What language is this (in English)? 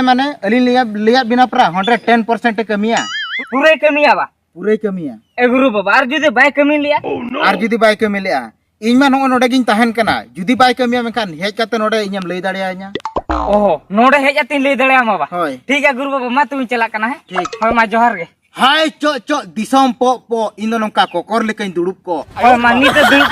Santali